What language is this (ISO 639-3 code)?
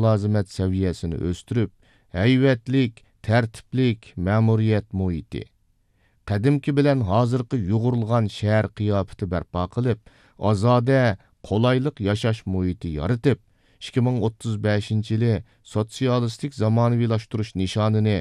uig